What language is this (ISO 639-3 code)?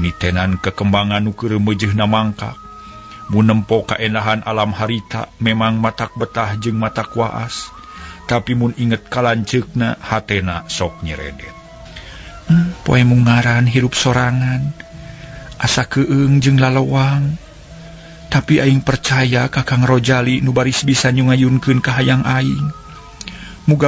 sun